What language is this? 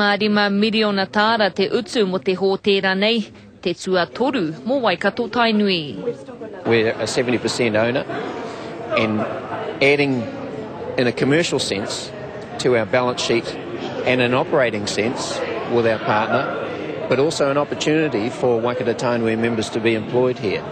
Māori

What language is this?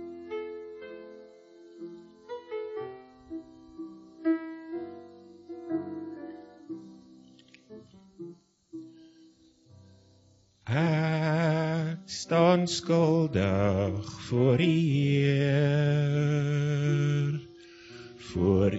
Afrikaans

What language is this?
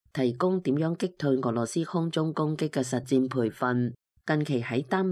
Cantonese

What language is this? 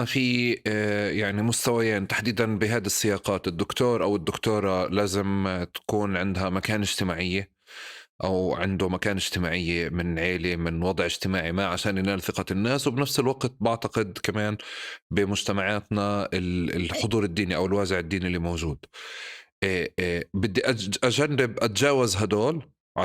North Levantine Arabic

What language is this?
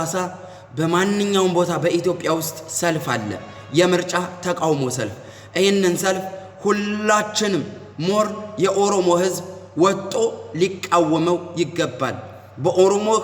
Amharic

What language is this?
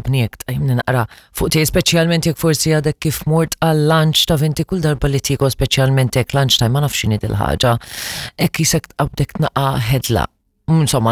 Maltese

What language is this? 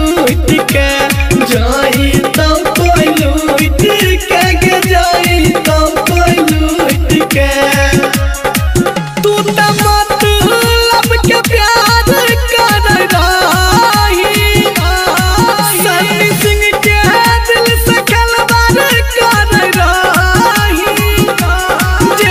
Bhojpuri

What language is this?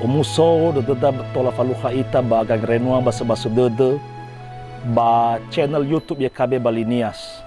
Nias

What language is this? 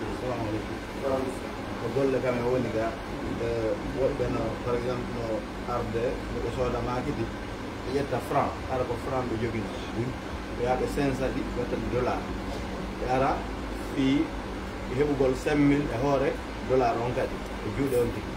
Pular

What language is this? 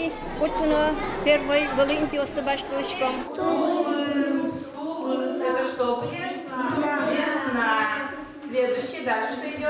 Udmurt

